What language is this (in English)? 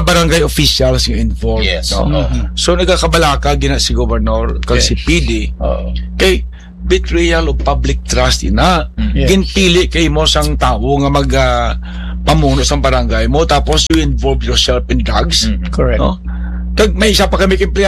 Hiligaynon